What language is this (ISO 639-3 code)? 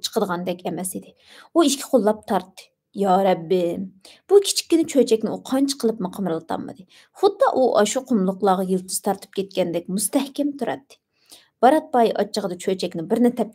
uig